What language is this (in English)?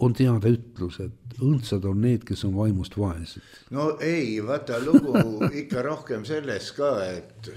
Estonian